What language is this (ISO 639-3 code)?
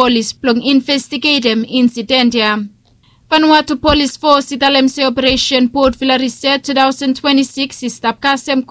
bis